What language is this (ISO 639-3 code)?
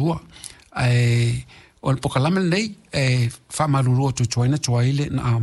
smo